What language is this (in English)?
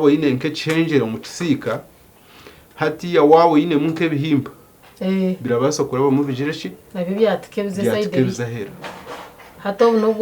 Nyankole